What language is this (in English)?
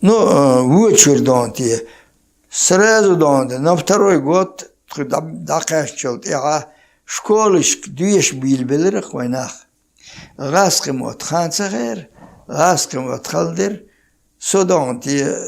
Chechen